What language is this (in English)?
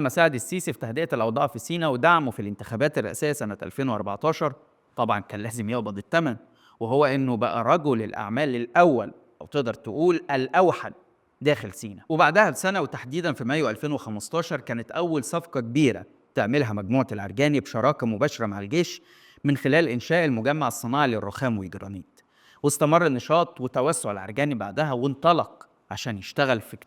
Egyptian Arabic